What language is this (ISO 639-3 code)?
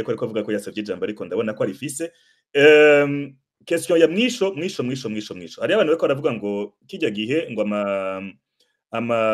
run